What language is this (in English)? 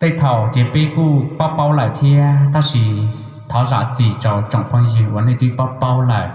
Hmong